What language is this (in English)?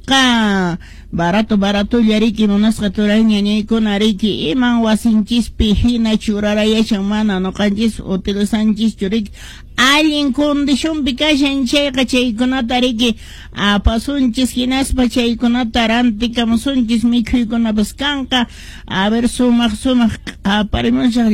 Quechua